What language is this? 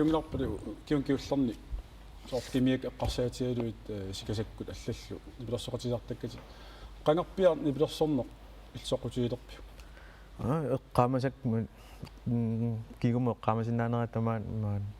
Kalaallisut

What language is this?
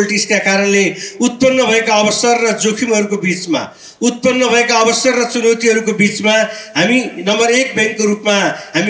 Nepali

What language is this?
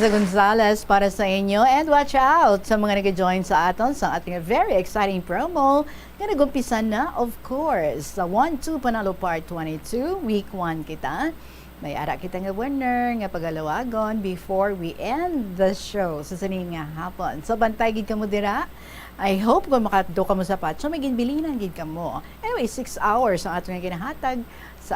Hiligaynon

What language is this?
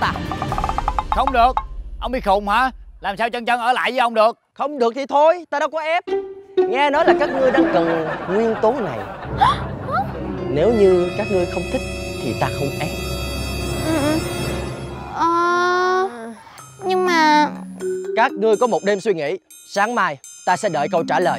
Vietnamese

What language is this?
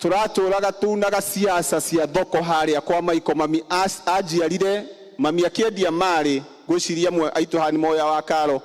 Kikuyu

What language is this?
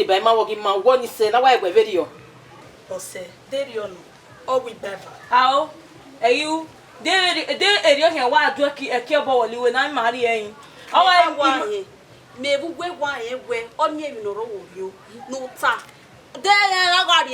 Bini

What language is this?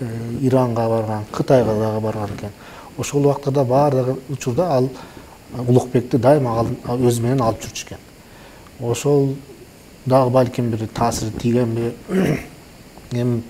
Kyrgyz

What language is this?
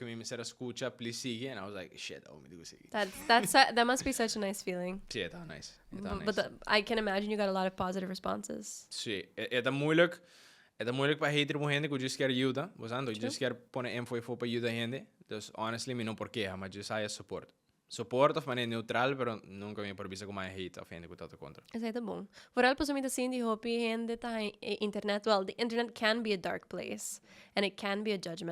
Papiamento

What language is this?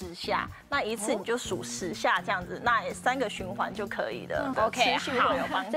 Chinese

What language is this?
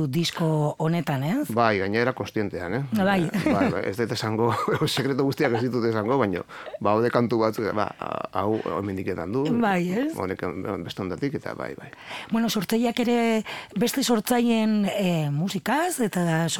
Basque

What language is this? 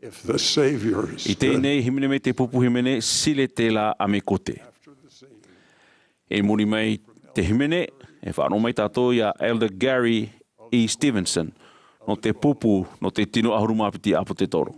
Tahitian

